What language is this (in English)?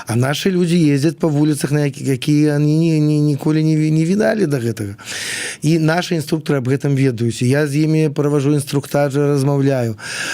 Belarusian